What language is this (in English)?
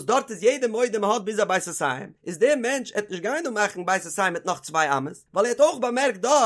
Yiddish